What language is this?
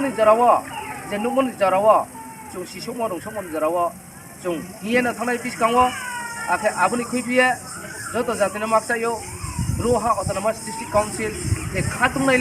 Riang (India)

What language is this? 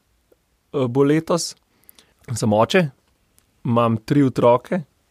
Slovenian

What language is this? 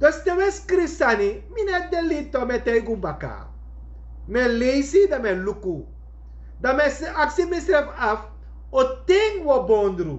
Sranan Tongo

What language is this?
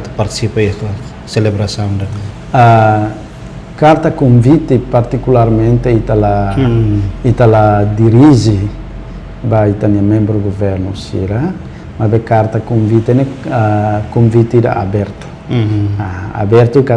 Tetum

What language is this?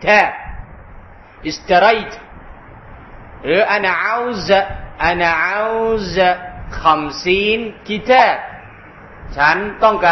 Thai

